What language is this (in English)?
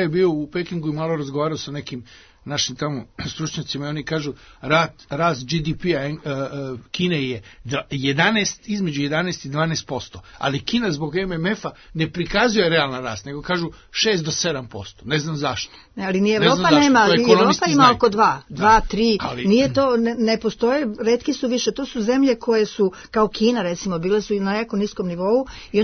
Serbian